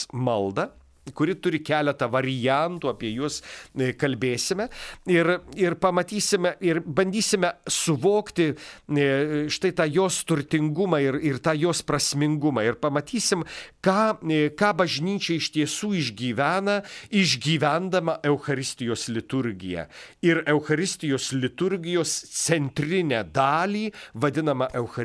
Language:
Lithuanian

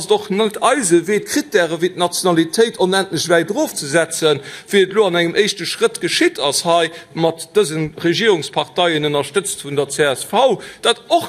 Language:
Luxembourgish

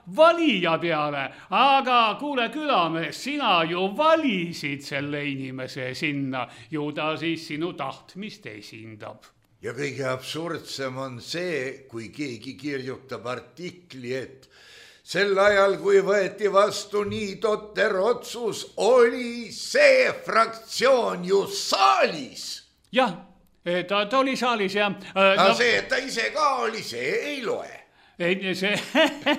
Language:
Estonian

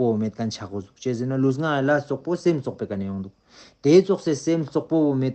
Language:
Ladakhi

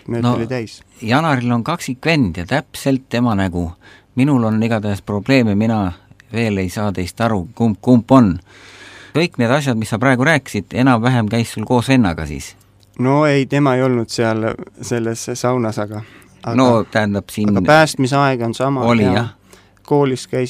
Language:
Estonian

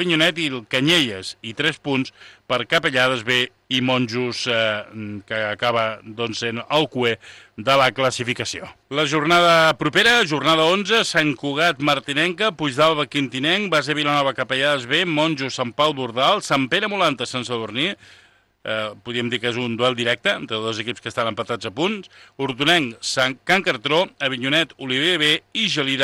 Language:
Catalan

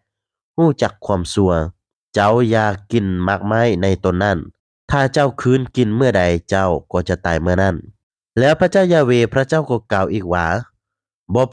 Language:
Lao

